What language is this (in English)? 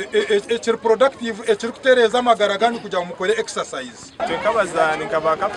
Nyankole